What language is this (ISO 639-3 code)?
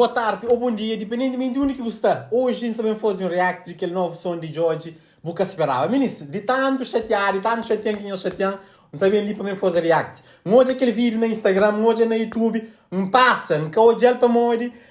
kea